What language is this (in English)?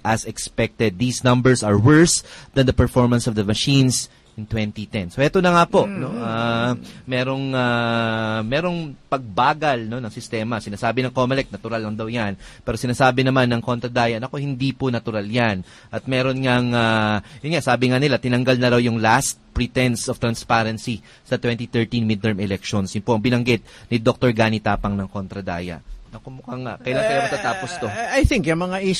Filipino